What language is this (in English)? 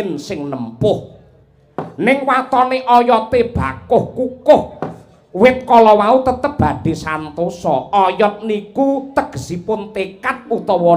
Javanese